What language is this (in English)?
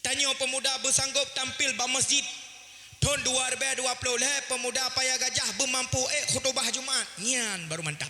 Achinese